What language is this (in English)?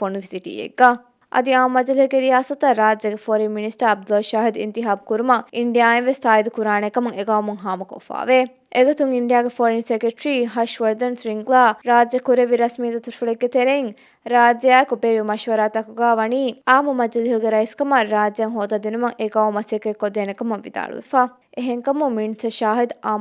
Divehi